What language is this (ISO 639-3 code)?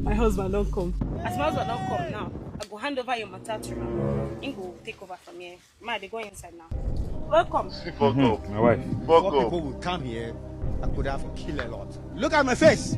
pcm